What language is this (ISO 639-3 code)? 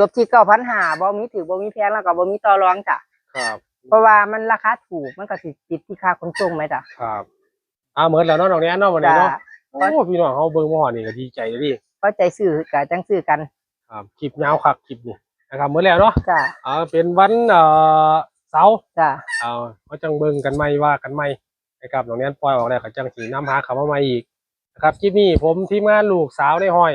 tts